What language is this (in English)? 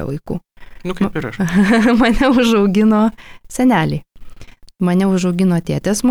Lithuanian